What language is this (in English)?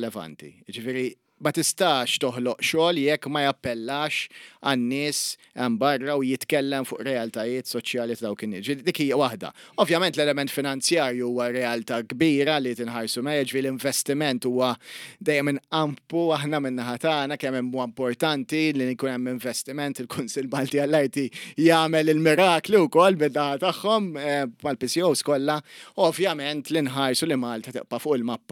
Maltese